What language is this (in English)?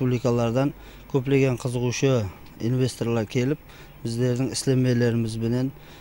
Kara-Kalpak